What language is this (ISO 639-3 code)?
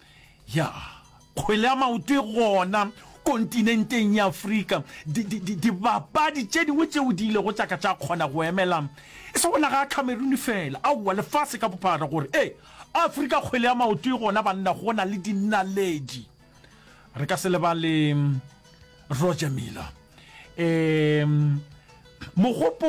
nso